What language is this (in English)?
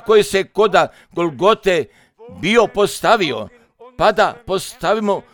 Croatian